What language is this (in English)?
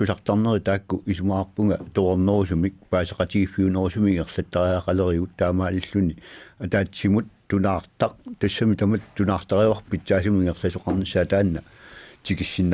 Kalaallisut